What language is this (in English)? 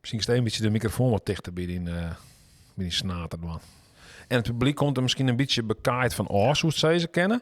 Western Frisian